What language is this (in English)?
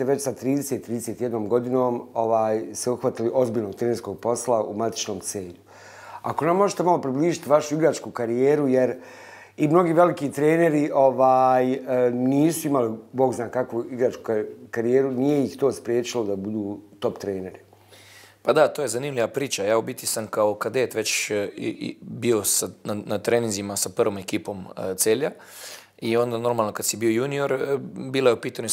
Bosnian